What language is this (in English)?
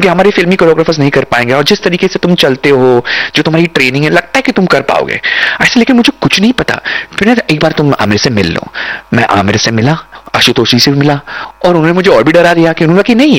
Hindi